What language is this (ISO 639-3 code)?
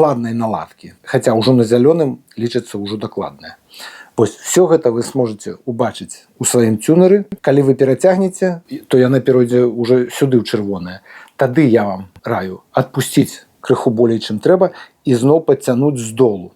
bel